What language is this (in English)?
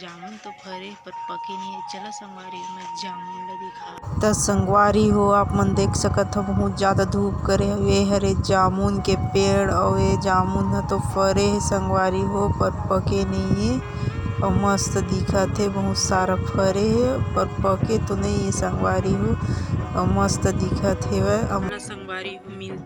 Chhattisgarhi